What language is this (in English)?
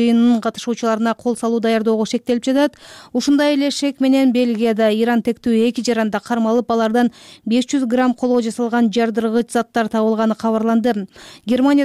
Kyrgyz